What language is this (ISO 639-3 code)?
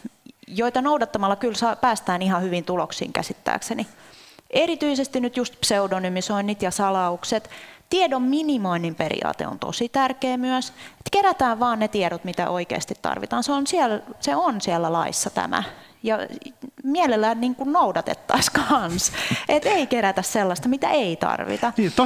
fin